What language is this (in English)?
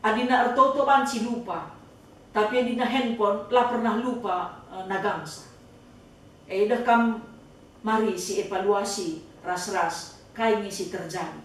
Batak Karo